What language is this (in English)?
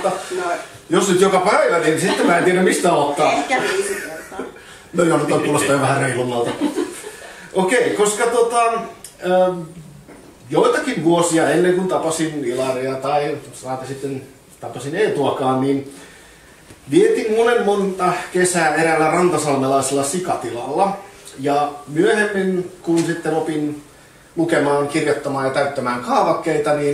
Finnish